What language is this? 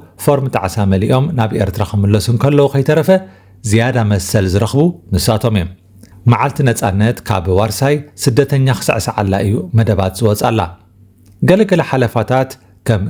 Tigrinya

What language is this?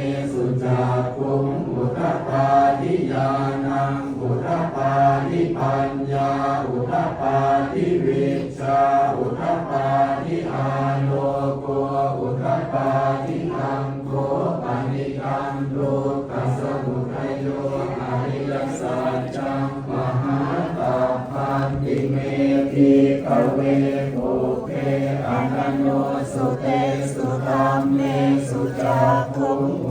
Pali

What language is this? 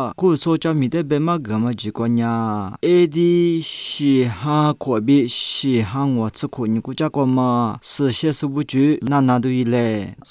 Lisu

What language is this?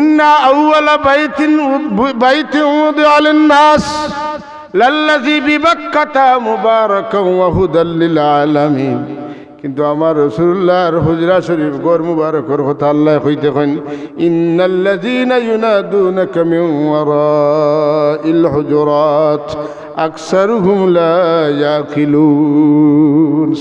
Sylheti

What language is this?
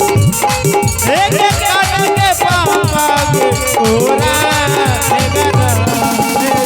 Maithili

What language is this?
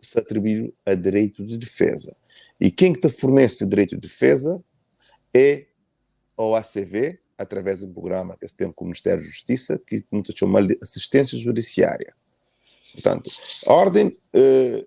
Kabuverdianu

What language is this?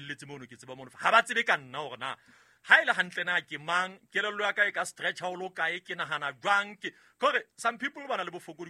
Southern Sotho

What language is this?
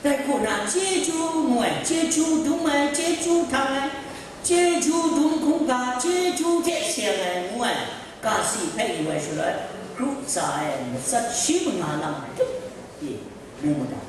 Kachin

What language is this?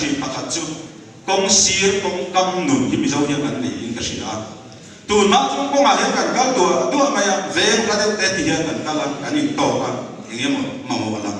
Mizo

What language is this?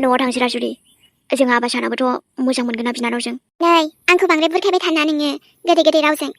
Bodo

